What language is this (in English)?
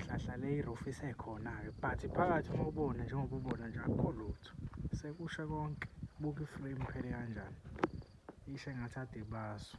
Zulu